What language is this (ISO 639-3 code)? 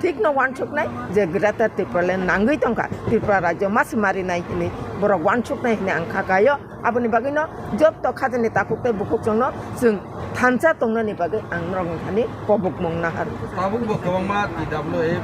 trp